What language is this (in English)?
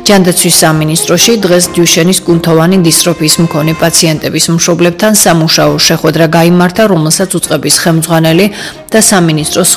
Georgian